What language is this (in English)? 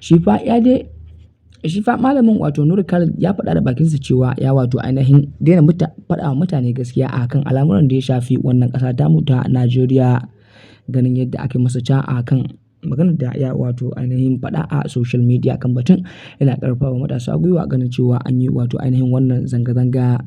Hausa